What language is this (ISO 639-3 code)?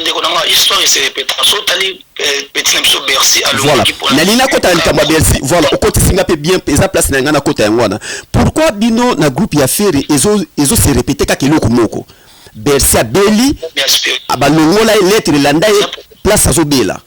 lin